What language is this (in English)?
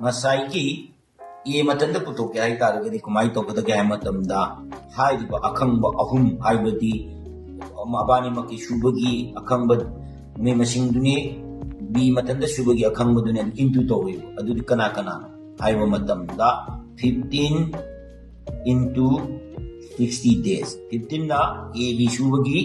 Manipuri